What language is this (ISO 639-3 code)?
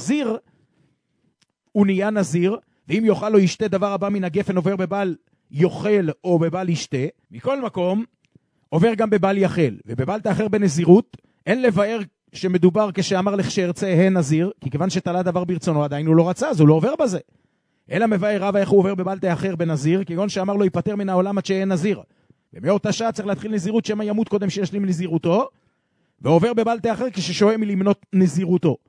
heb